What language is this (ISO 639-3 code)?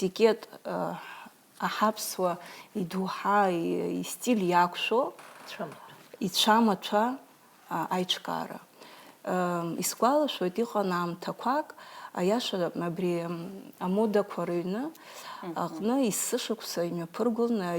abk